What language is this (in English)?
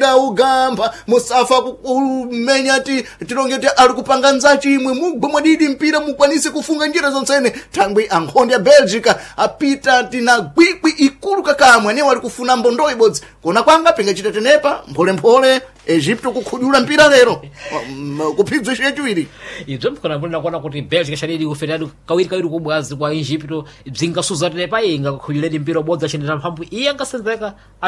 Sena